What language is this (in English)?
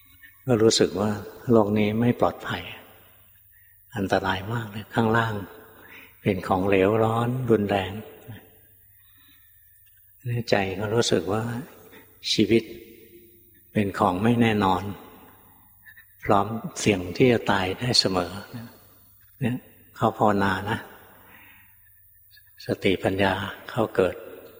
Thai